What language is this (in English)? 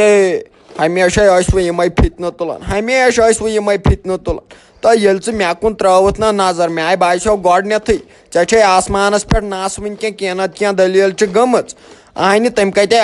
Kashmiri